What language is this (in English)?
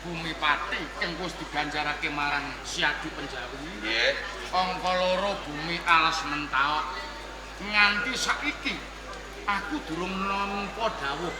Javanese